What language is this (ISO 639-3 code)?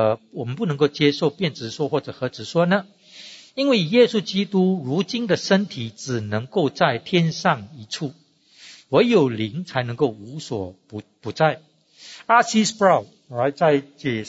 zho